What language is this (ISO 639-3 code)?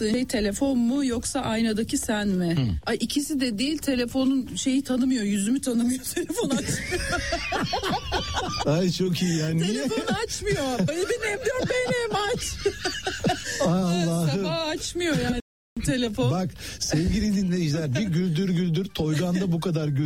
tur